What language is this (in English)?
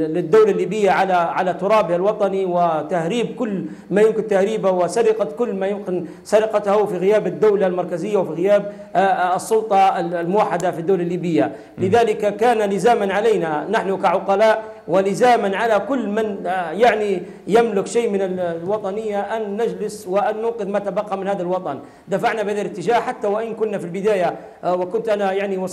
Arabic